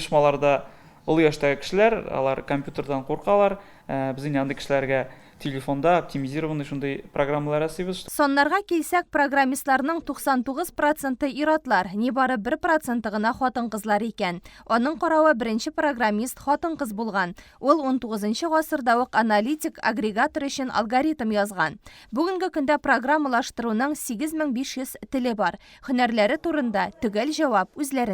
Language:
Tatar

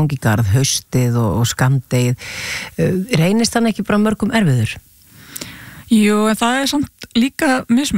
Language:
Icelandic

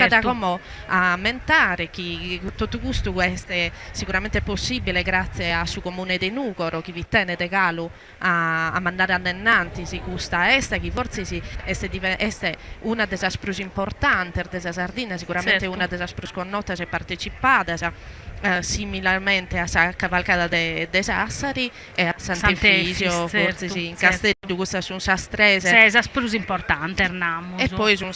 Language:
Sardinian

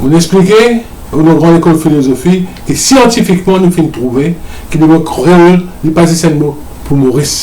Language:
Morisyen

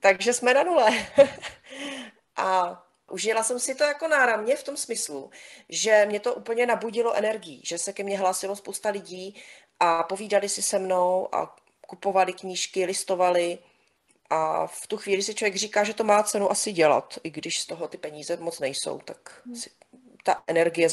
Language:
Czech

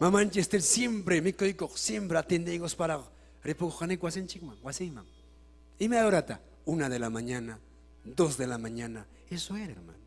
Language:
Ayacucho Quechua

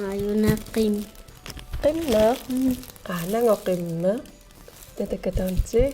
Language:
Kalaallisut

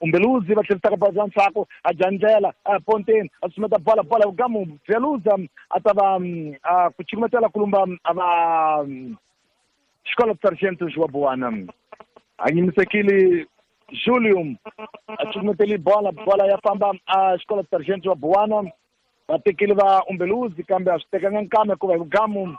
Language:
Tsonga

